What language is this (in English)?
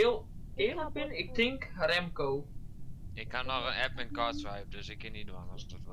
Western Frisian